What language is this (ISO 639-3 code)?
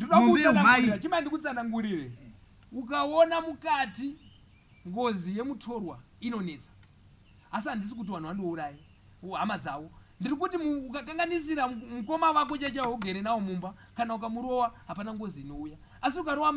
sna